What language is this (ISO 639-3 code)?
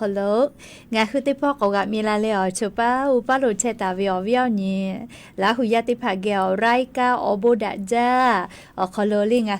lhu